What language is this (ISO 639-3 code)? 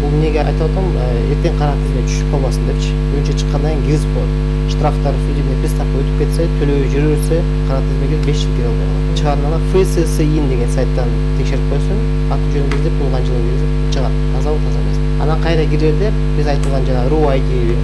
kir